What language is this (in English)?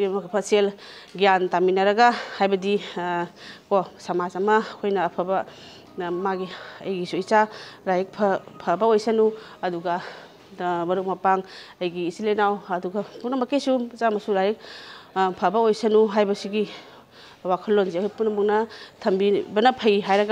Manipuri